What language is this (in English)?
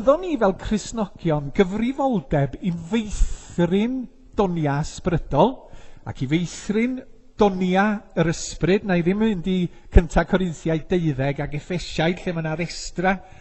Welsh